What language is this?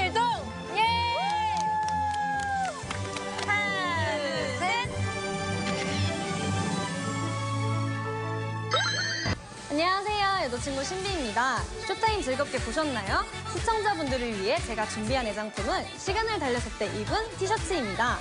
Korean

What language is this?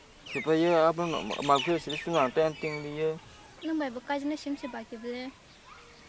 Kok Borok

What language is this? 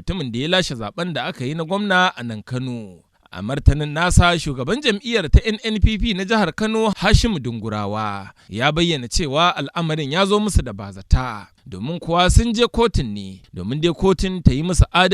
Hausa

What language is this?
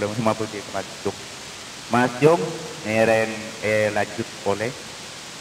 Madurese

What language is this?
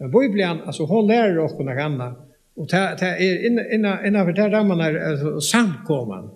Faroese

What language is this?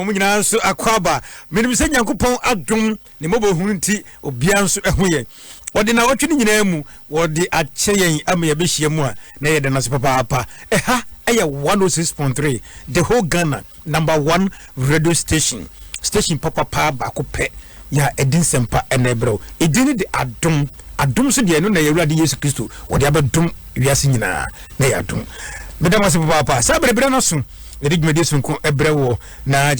Akan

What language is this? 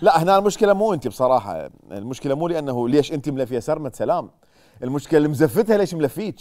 Mesopotamian Arabic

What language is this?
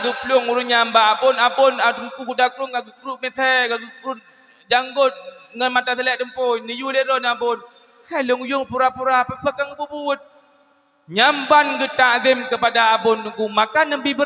Achinese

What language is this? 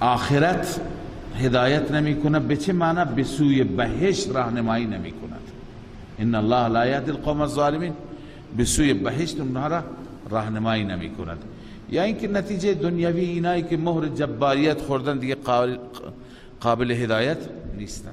Persian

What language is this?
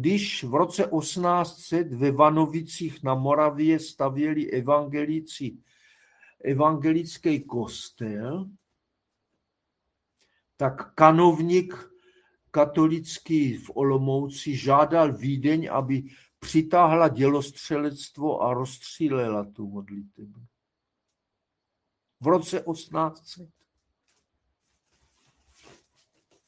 Czech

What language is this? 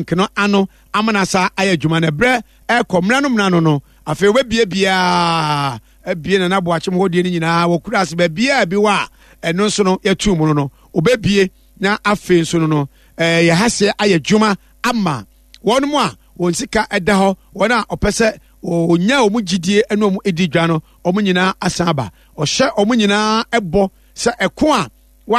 Akan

